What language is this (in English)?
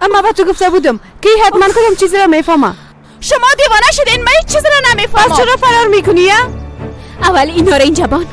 Persian